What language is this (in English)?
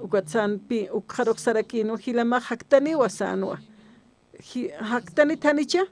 Aymara